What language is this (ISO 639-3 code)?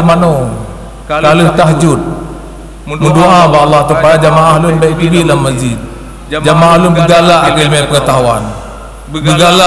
ace